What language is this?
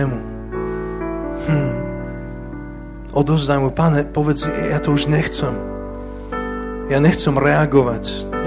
Slovak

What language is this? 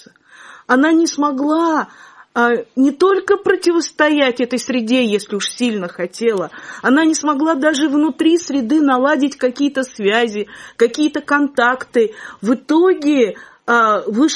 Russian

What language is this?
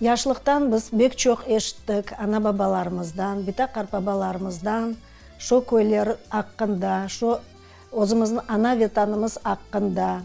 Crimean Tatar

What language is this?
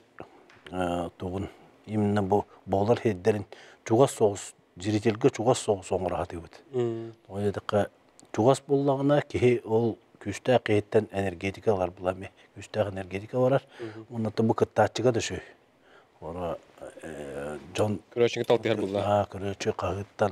Yakut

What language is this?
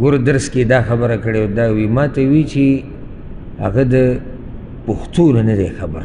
Pashto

